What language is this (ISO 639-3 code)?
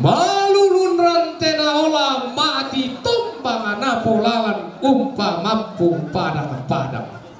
sda